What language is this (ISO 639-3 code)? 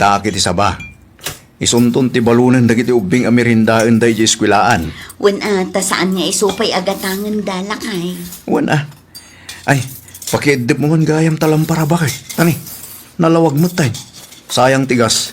ilo